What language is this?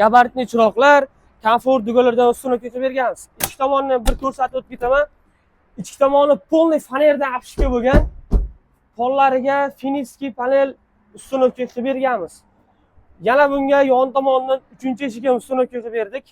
Uzbek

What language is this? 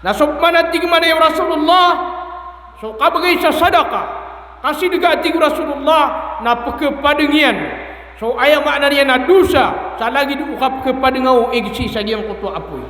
Maranao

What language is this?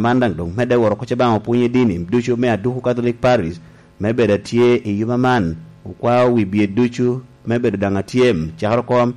Lango (Uganda)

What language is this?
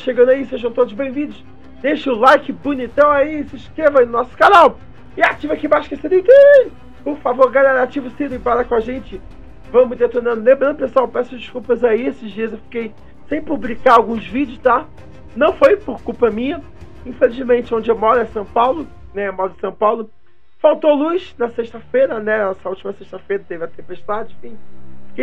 Portuguese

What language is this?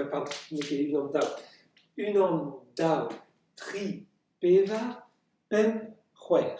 Breton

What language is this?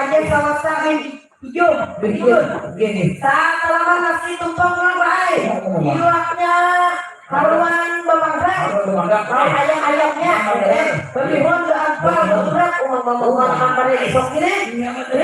Banjar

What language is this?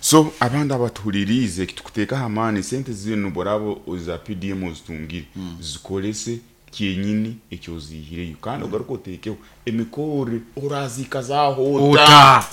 Nyoro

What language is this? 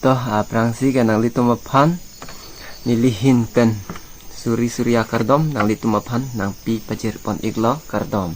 Karbi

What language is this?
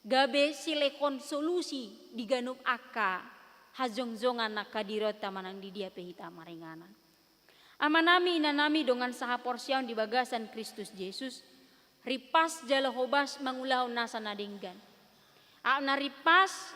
Batak Toba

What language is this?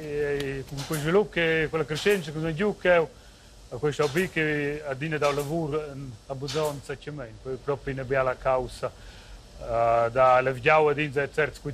Romansh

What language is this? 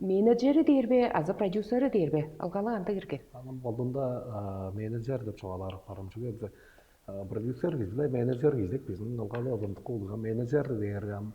Tuvinian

